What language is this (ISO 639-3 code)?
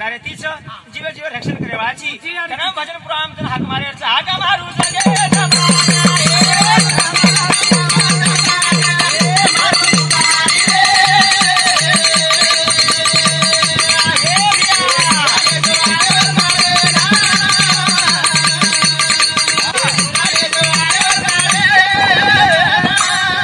lmn